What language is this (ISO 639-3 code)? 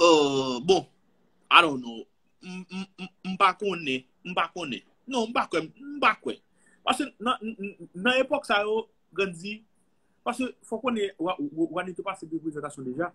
hat